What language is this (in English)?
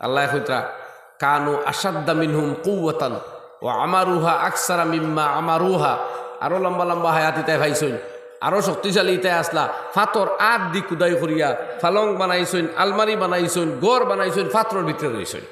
Sylheti